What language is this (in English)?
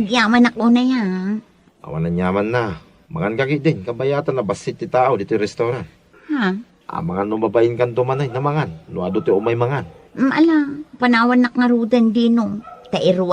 Iloko